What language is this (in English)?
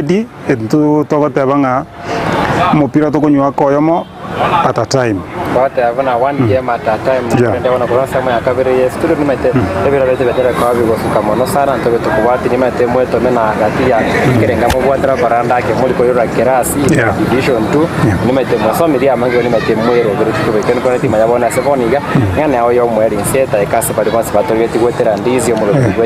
Gusii